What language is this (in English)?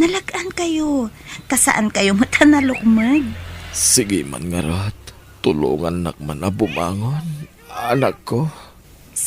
Iloko